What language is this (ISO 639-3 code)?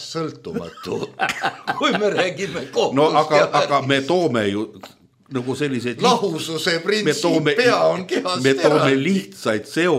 est